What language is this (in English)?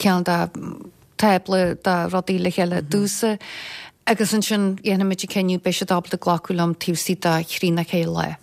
Irish